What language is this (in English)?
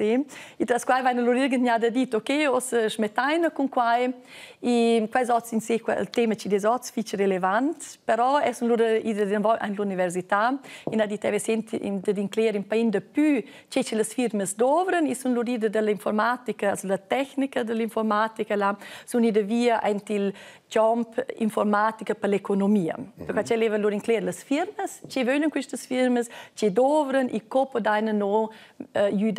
Romansh